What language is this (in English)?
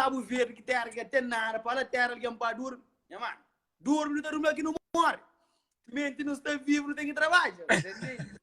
Kabuverdianu